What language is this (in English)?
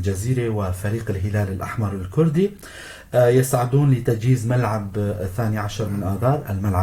North Levantine Arabic